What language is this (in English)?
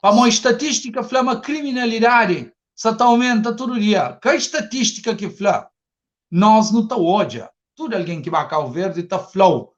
Kabuverdianu